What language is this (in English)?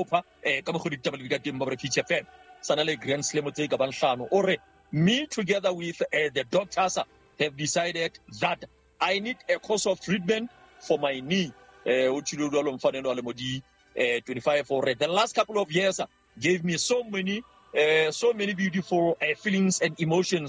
Southern Sotho